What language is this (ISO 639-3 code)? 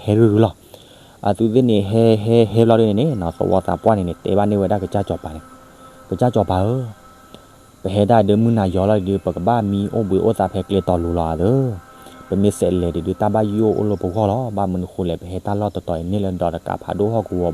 ksw